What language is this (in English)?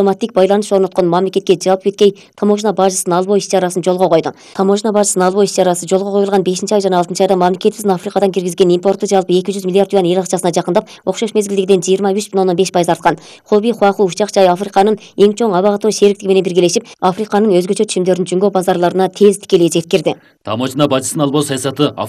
Kyrgyz